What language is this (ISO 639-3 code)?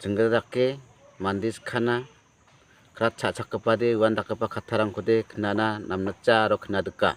grt